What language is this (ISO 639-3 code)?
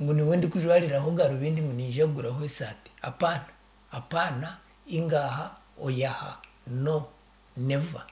nyn